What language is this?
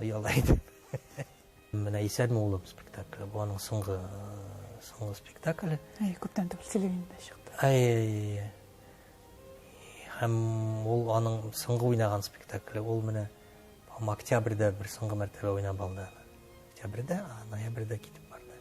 Tatar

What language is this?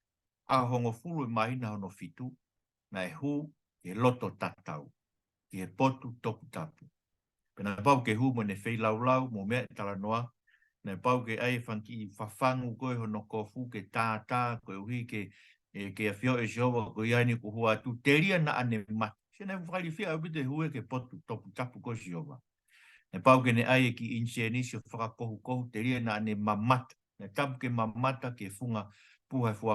Tongan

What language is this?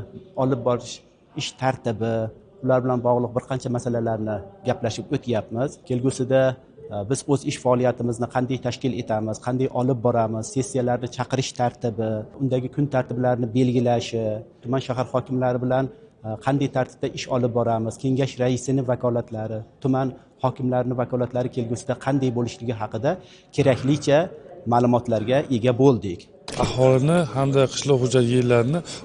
Uzbek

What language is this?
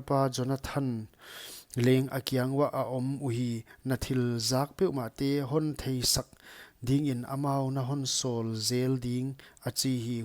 Paite Chin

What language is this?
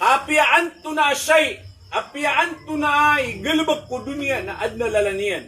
Maranao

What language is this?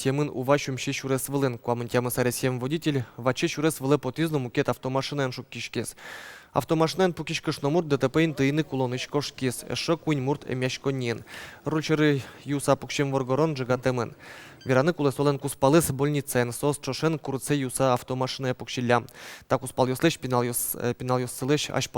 Udmurt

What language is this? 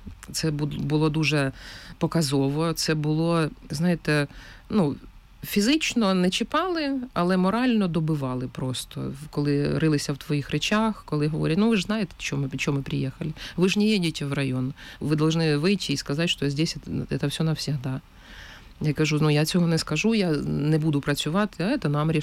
Ukrainian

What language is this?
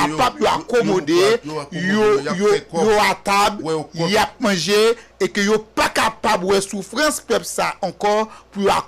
Haitian Creole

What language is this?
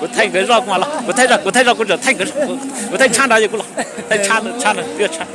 Hmong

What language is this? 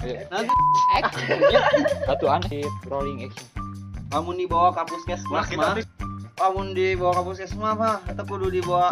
Sundanese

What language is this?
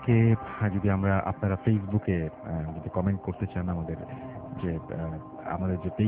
Bangla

